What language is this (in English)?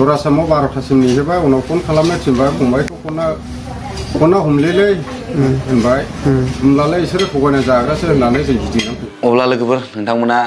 Bodo